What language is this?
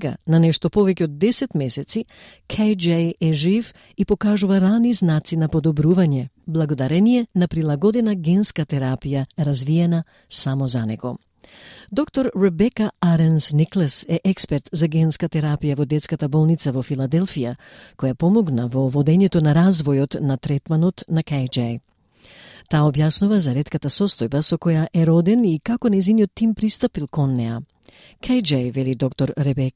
Macedonian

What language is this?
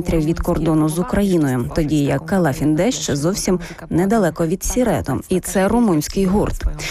Ukrainian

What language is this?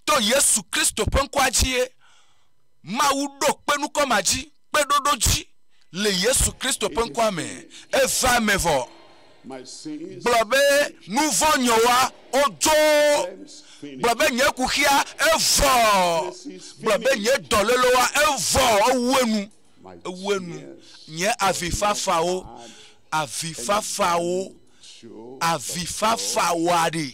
Ewe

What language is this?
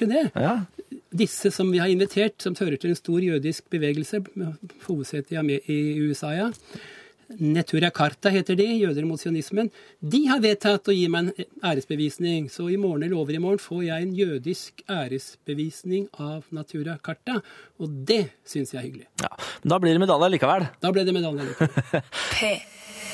Norwegian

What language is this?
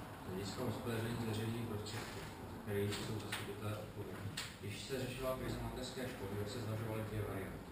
Czech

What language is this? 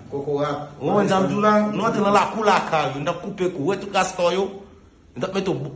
Haitian Creole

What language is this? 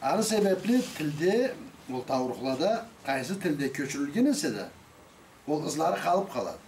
Karachay-Balkar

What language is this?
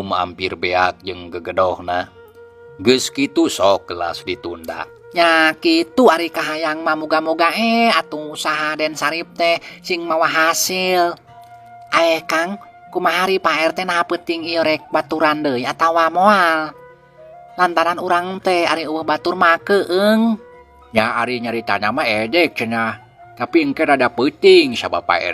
Sundanese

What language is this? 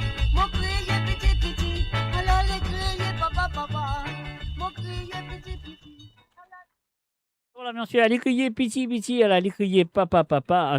Morisyen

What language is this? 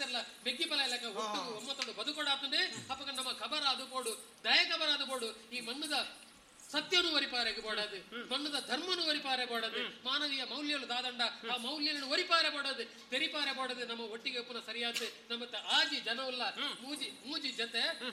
Tulu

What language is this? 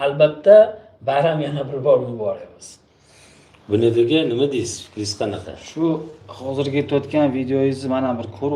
Uzbek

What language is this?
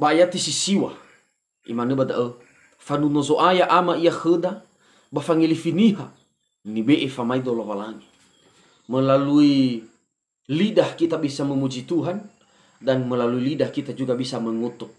Nias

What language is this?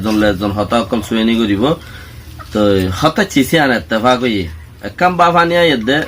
Rohingya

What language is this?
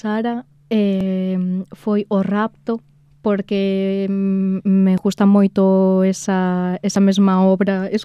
Galician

